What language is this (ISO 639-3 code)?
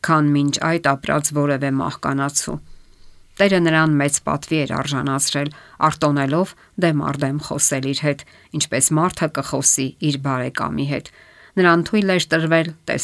hye